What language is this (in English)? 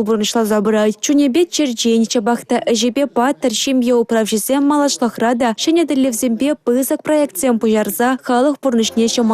Chuvash